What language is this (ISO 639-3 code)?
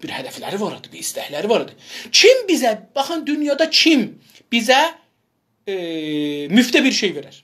azb